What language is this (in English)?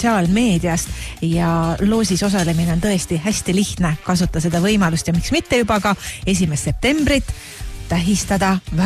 Estonian